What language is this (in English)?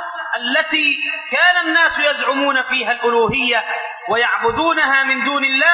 Arabic